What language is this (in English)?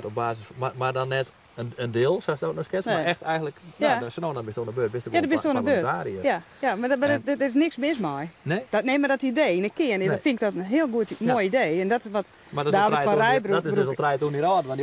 Western Frisian